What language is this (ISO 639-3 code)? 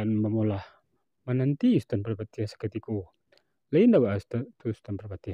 min